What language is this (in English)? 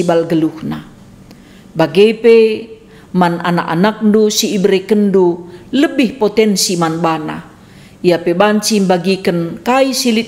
Batak Karo